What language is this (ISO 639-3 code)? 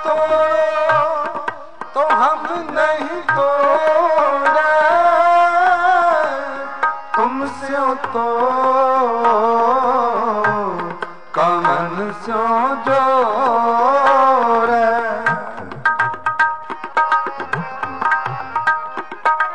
pan